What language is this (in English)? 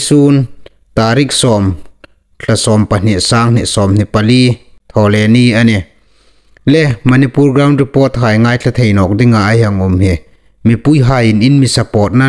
Hmar